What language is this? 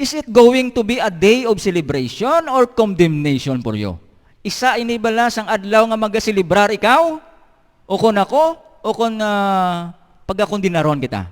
Hiligaynon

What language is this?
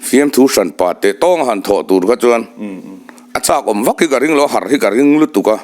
Mizo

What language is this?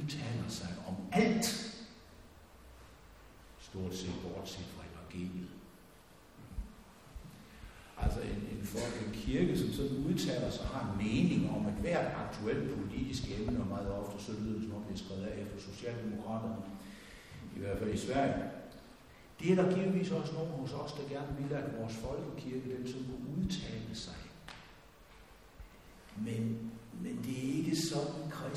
Danish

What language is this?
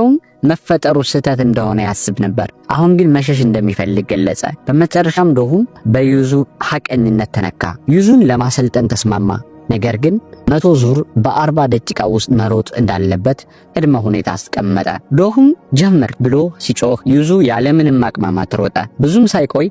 Amharic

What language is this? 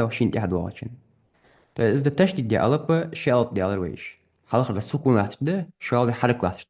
Ingush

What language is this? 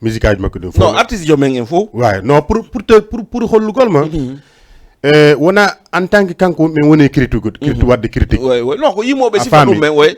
Fula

